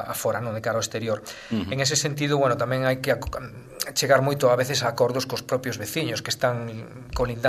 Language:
Galician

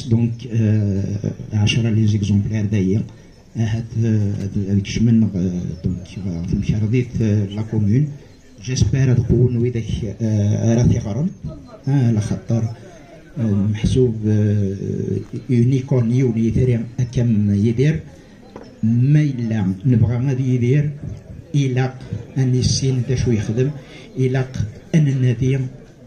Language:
Kabyle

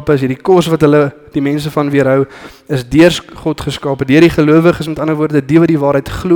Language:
Afrikaans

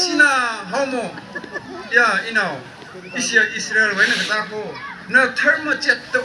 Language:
Tangkhul Naga (India)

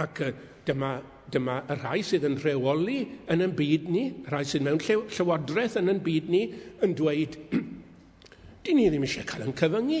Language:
Welsh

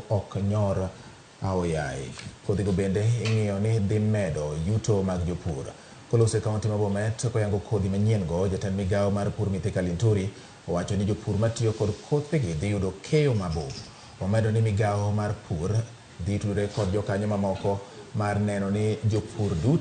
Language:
Luo (Kenya and Tanzania)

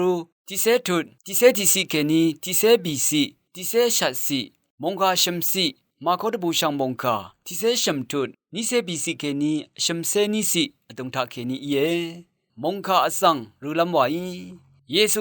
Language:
Rawang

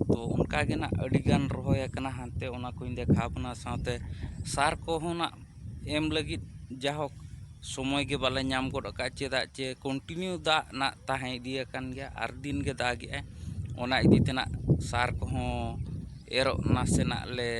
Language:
Santali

